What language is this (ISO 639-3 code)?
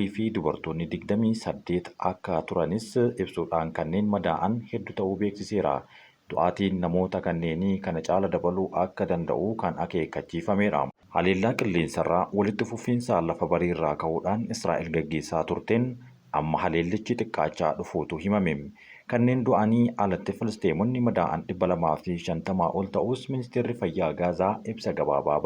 orm